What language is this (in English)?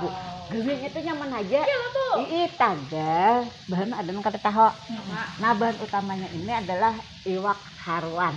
Banjar